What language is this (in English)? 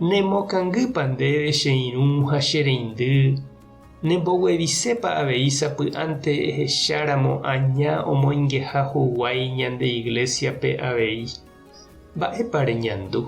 Guarani